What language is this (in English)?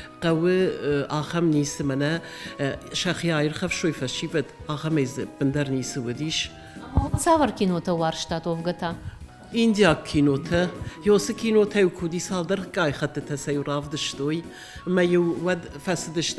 Ossetic